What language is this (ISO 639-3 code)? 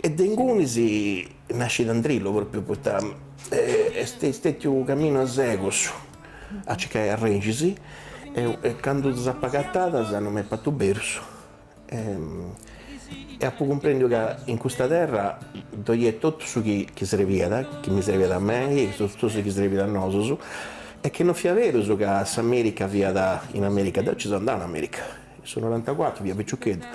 srd